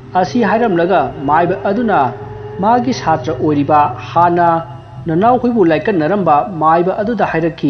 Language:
Manipuri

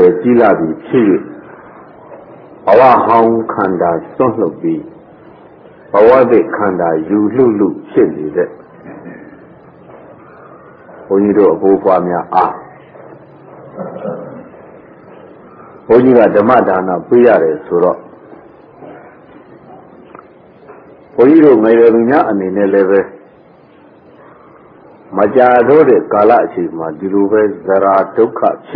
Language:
Burmese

